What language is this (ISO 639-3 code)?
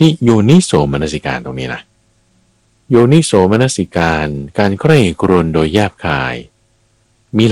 tha